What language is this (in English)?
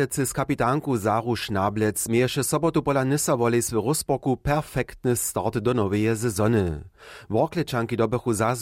Upper Sorbian